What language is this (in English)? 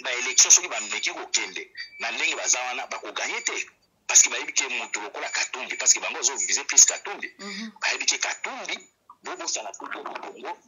Lingala